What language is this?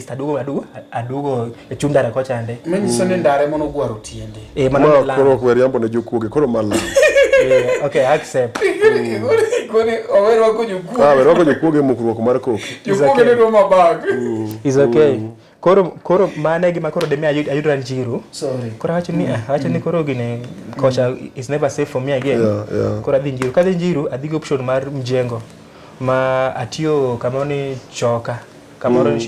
Luo (Kenya and Tanzania)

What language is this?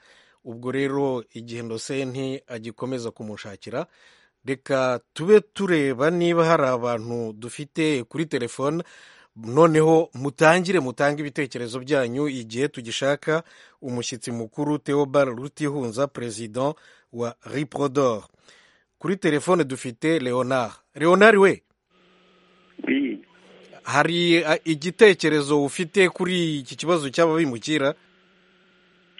Kinyarwanda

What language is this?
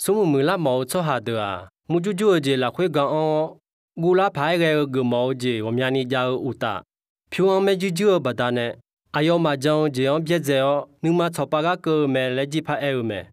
Akha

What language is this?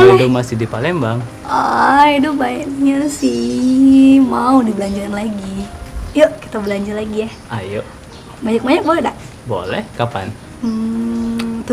Musi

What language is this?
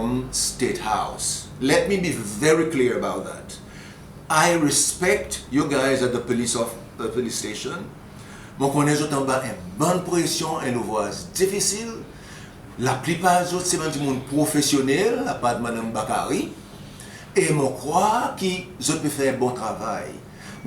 Seselwa Creole French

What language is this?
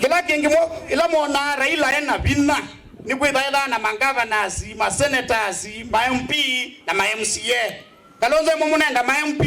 Kamba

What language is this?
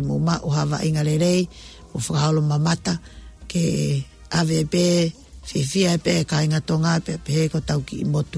Tongan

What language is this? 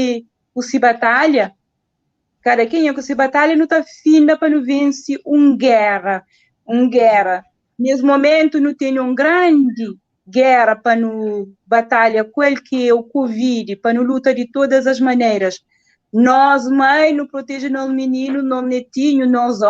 Kabuverdianu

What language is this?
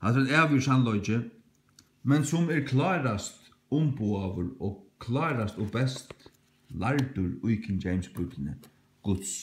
Faroese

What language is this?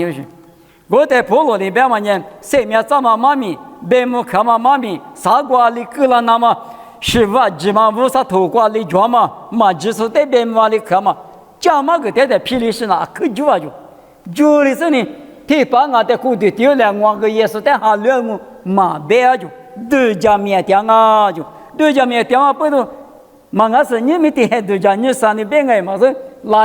Lisu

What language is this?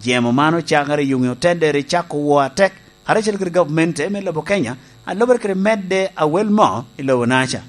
Lango (Uganda)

